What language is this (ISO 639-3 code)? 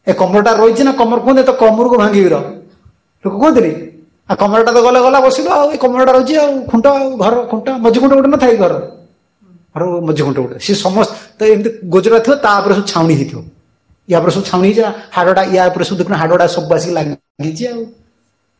ori